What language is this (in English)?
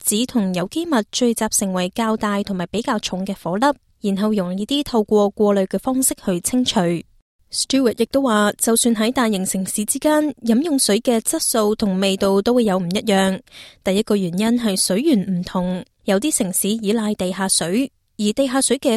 Cantonese